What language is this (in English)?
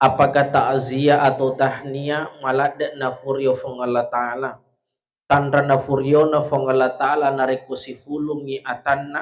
Buginese